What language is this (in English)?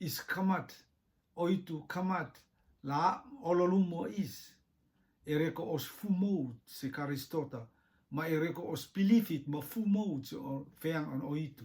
Rotuman